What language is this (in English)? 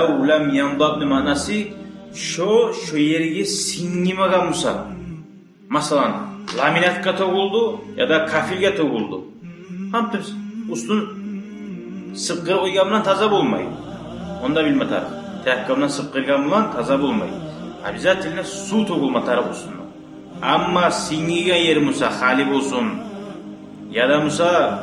Kumyk